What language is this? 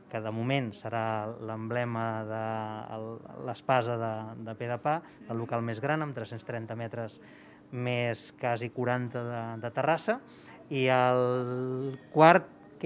Catalan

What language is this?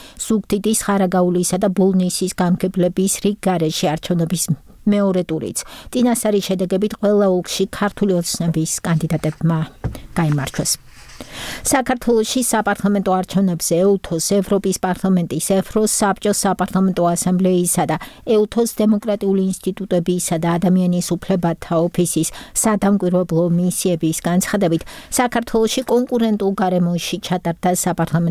Georgian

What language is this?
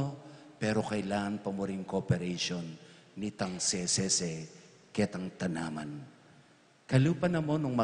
Pampanga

